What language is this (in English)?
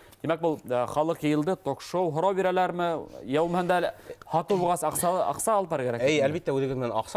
Bashkir